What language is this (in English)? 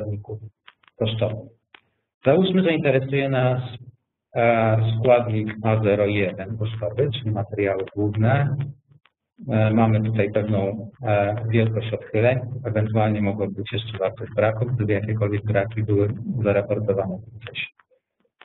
Polish